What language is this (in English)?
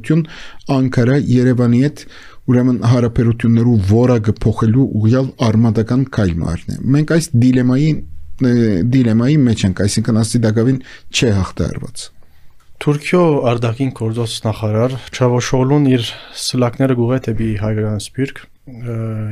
Armenian